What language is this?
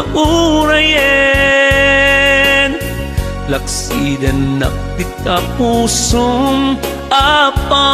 Iloko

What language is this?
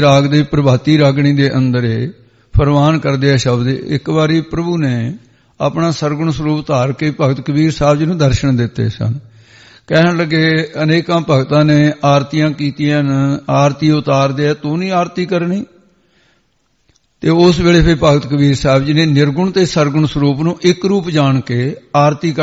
Punjabi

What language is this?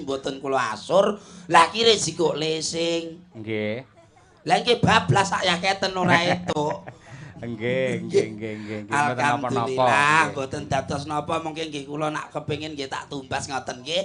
Javanese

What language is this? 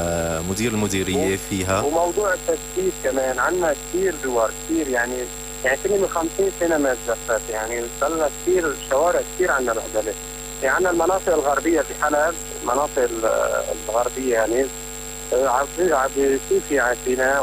North Levantine Arabic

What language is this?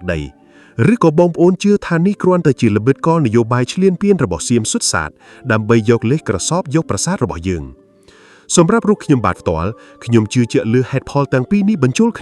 Khmer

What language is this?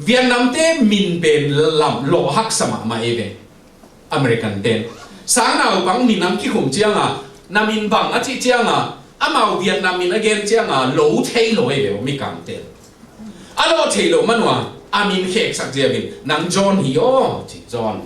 Tedim Chin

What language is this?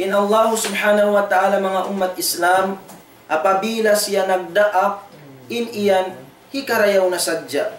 Tausug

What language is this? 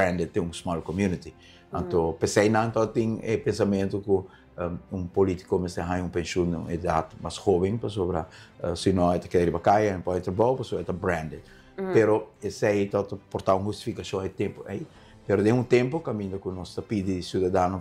Papiamento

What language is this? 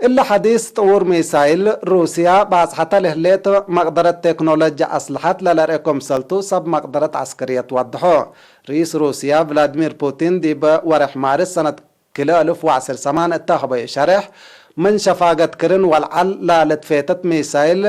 Tigre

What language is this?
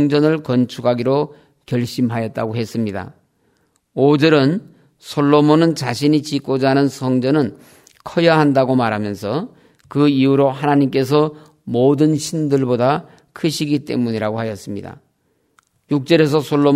Korean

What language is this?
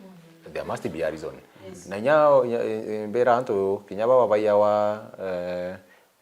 Meru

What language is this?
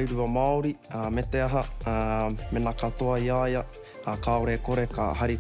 Māori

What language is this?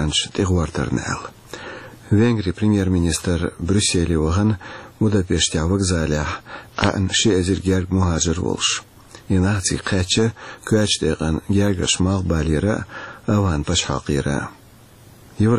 Chechen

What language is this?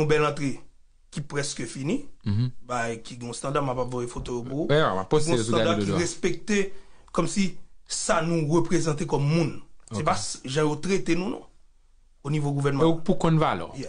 Haitian Creole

